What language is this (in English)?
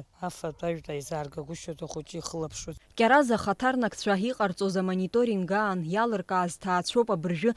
Abkhazian